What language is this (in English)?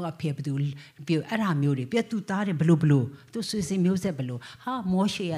Burmese